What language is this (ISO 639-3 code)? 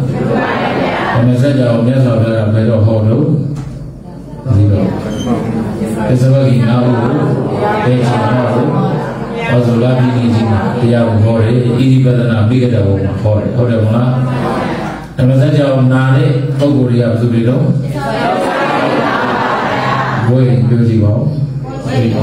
mya